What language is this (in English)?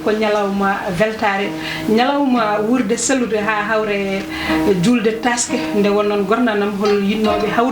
Fula